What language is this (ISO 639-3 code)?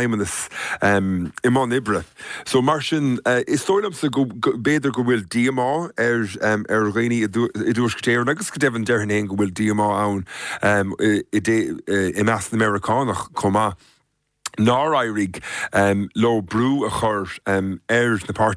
gle